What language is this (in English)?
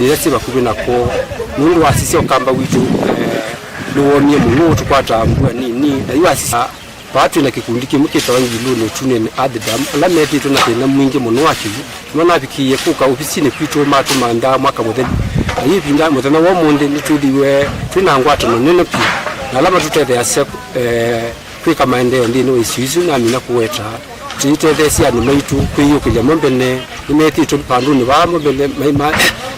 Kamba